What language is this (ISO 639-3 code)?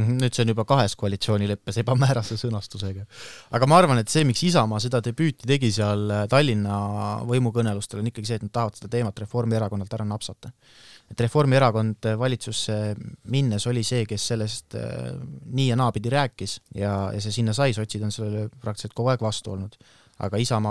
est